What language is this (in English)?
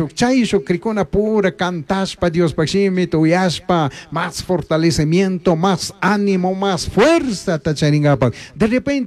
Chimborazo Highland Quichua